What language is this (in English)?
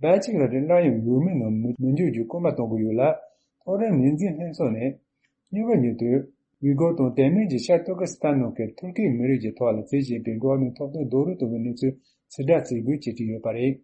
Tibetan